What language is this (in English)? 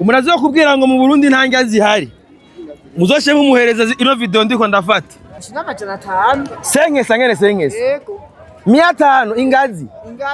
Rundi